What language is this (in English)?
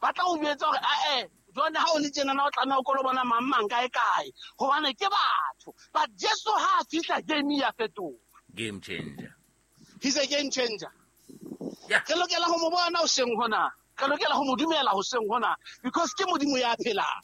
Southern Sotho